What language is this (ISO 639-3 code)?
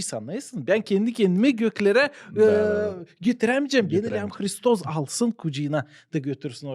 gag